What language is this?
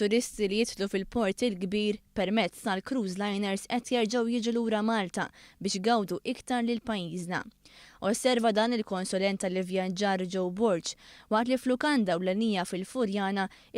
Maltese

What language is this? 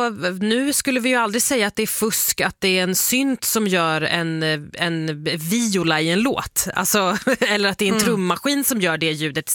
Swedish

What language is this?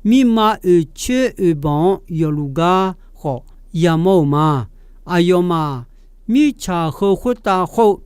Akha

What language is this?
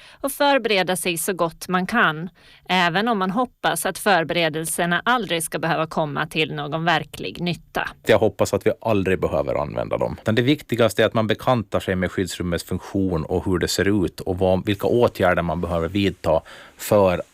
Swedish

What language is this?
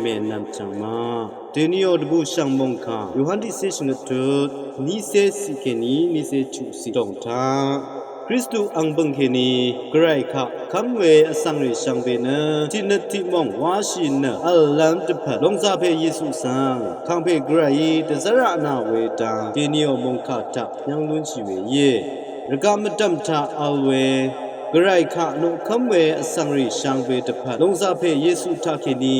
Rawang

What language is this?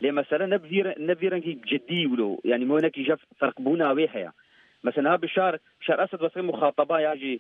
Kurdish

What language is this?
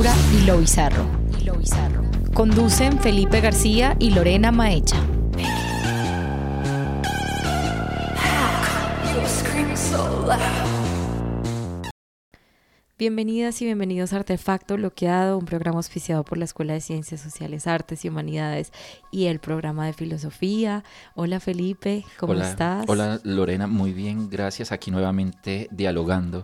Spanish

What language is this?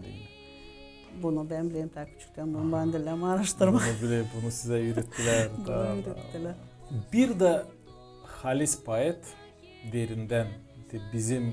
Gagauz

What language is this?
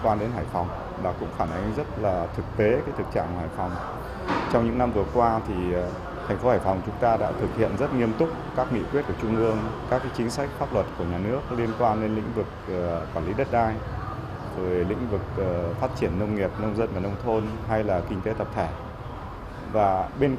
Vietnamese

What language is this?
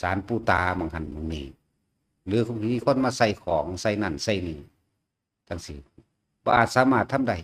Northeastern Thai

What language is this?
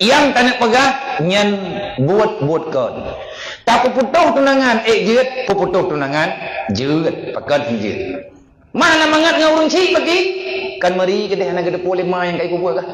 Achinese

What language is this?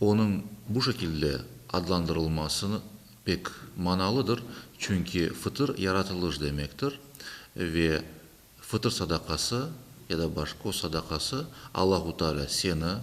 Crimean Tatar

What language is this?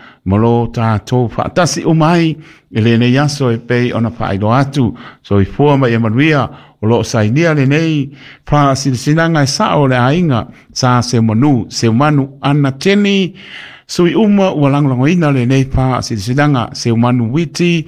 Samoan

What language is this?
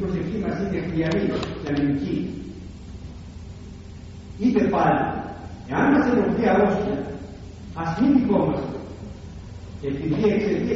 Greek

